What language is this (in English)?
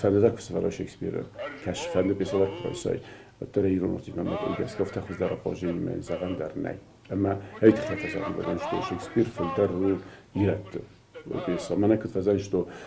Ossetic